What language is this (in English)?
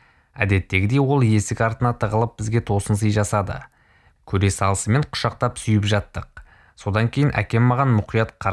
Kazakh